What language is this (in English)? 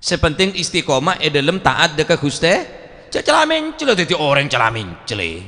Madurese